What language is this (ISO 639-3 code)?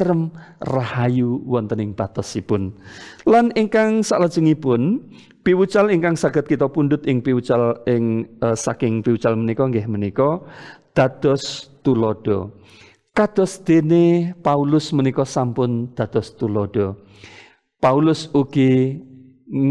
jav